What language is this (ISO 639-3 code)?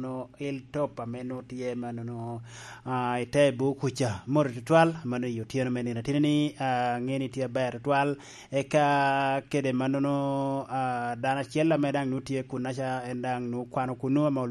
laj